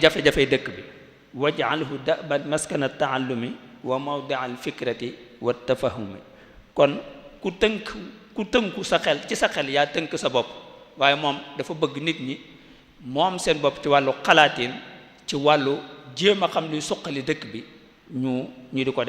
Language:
Wolof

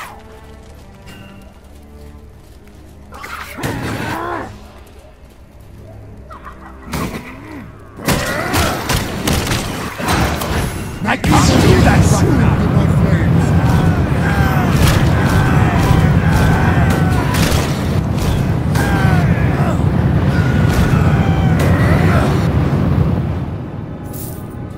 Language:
English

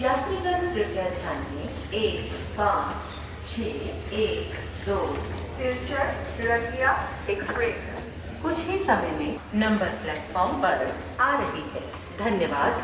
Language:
Khasi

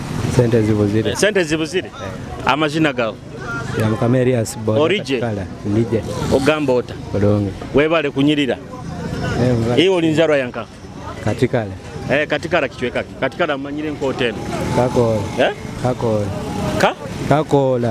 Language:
Nyoro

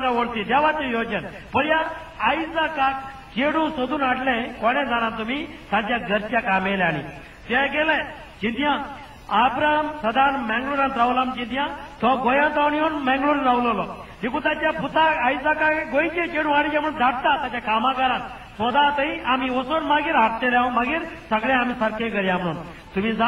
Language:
Konkani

